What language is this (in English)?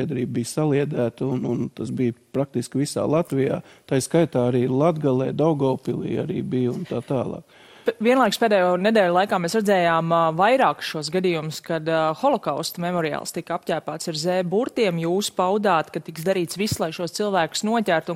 Latvian